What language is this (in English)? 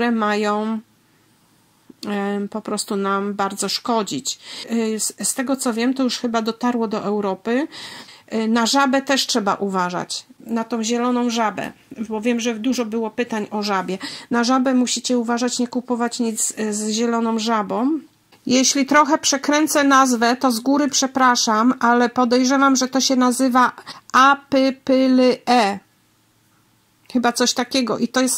Polish